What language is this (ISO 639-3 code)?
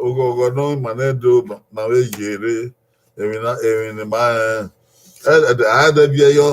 bin